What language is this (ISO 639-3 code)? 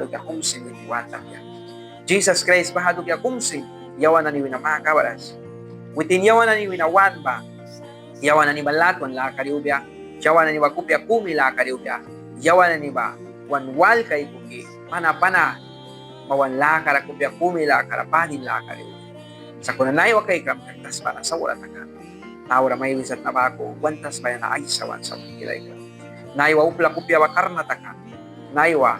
miq